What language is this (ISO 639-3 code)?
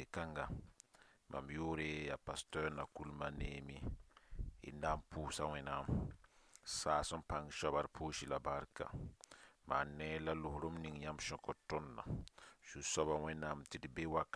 mos